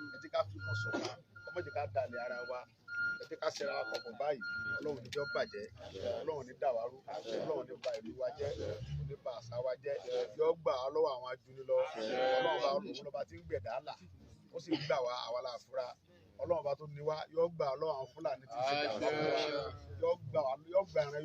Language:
Yoruba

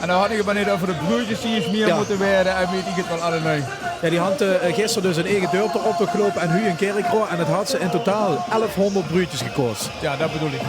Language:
Limburgish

